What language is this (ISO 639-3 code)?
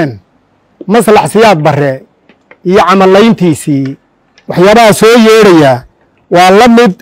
som